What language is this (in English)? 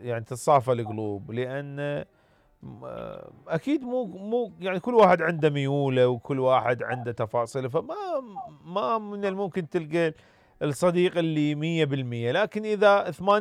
Mesopotamian Arabic